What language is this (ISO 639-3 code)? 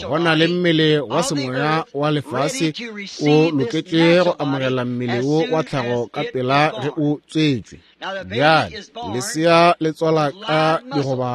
nso